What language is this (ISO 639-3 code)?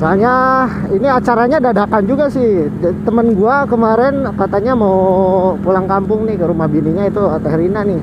bew